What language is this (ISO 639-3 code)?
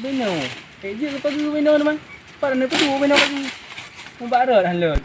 ace